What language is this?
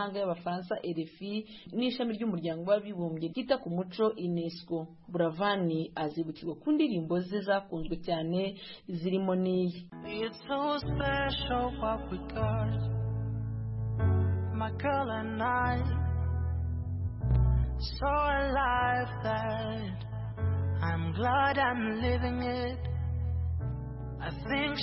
Kinyarwanda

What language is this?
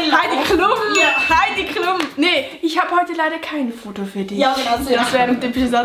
Swiss German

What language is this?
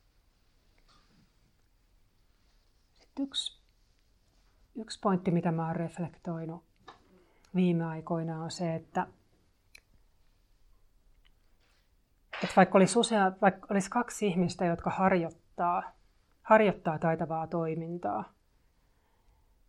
Finnish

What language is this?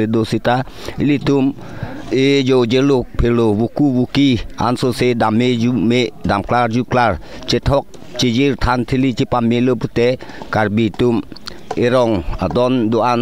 Karbi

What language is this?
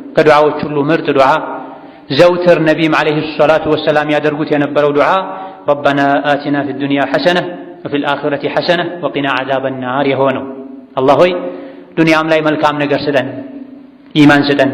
Amharic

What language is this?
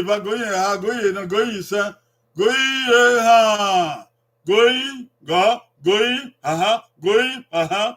Bini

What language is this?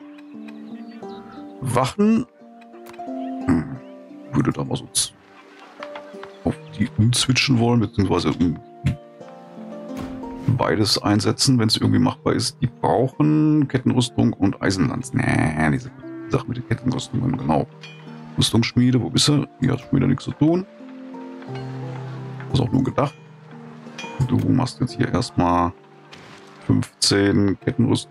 German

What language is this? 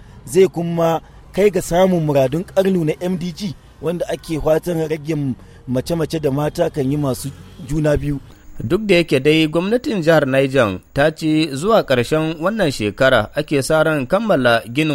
Hausa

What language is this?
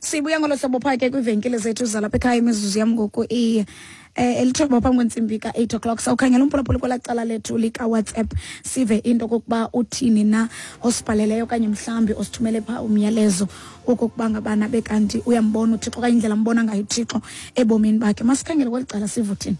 Xhosa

